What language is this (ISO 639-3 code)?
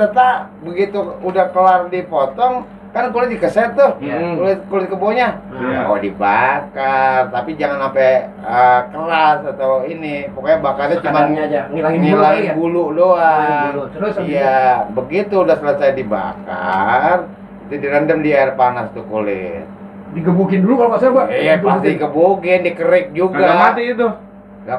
bew